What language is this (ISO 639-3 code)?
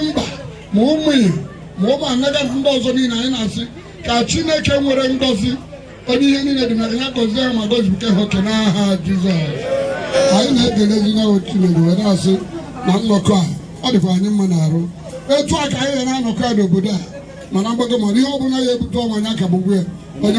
ibo